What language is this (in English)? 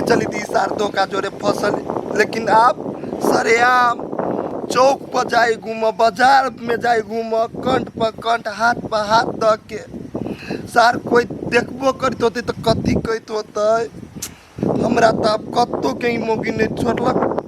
Maithili